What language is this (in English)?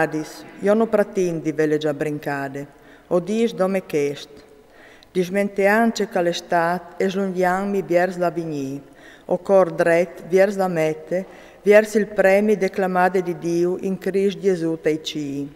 Friulian